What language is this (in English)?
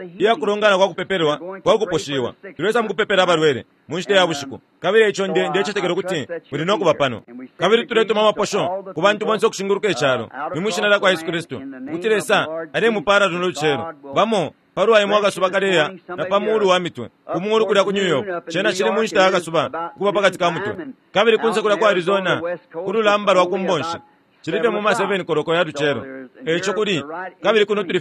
Bemba